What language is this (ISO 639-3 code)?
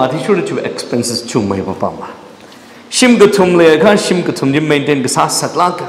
nmf